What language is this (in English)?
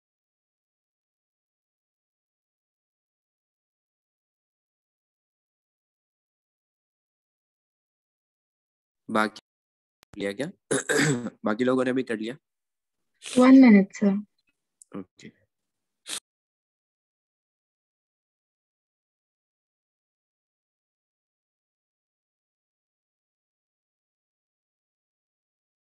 Hindi